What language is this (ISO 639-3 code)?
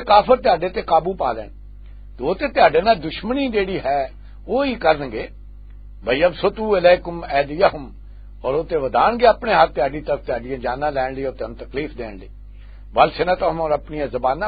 lah